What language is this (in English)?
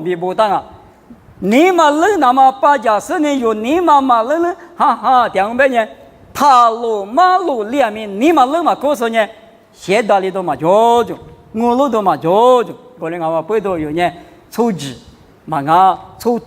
Lisu